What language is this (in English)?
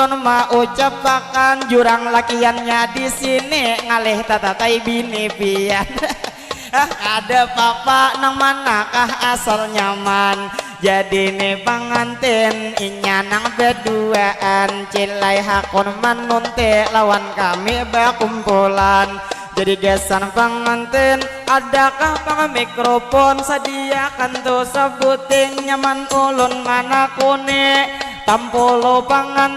Banjar